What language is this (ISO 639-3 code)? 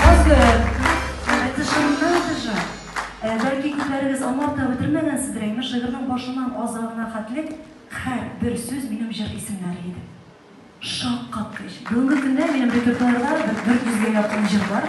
tat